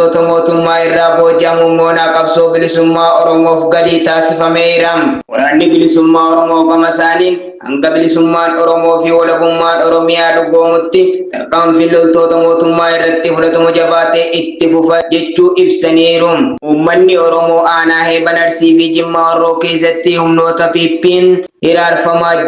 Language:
Oromo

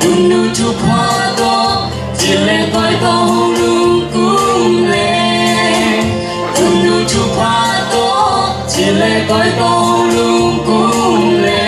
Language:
Tedim Chin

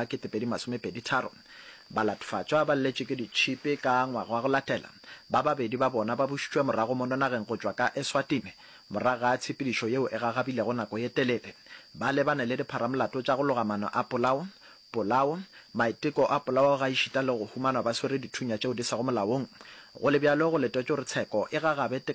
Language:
Northern Sotho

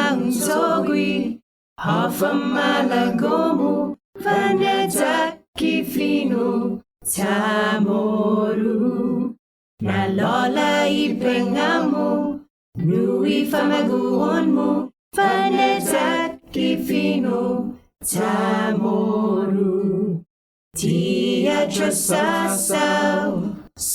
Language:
Chamorro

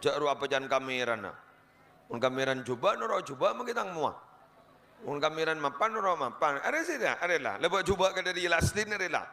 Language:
Madurese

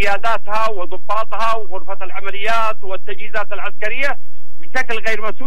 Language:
Arabic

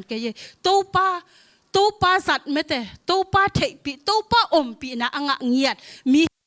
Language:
Tedim Chin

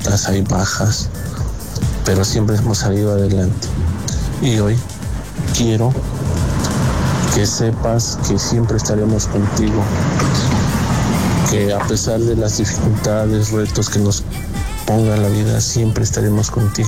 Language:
Spanish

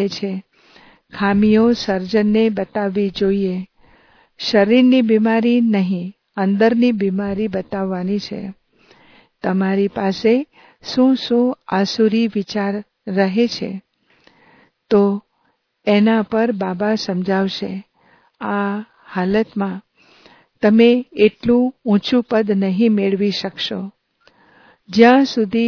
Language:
Gujarati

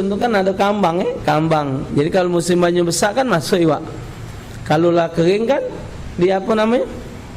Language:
Musi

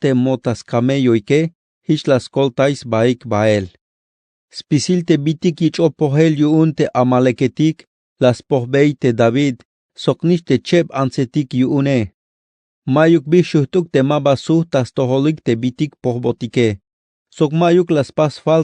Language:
Tzeltal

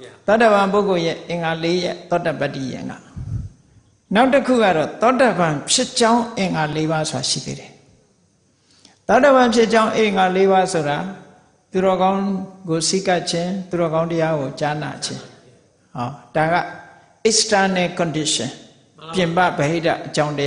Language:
Burmese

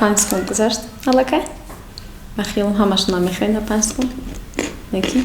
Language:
Tajik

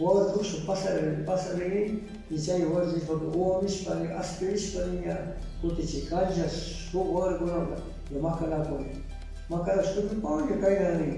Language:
Cañar Highland Quichua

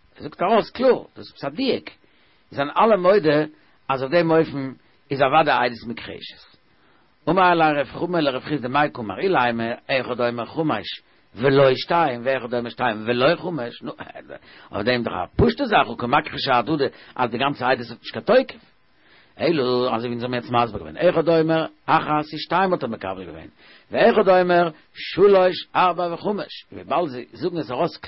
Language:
Yiddish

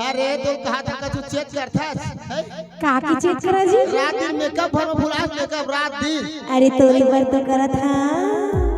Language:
Chhattisgarhi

